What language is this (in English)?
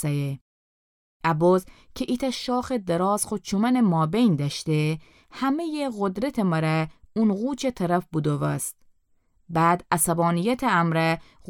Gilaki